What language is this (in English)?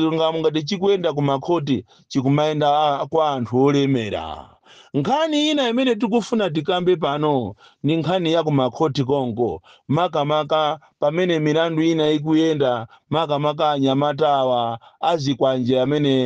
Nyanja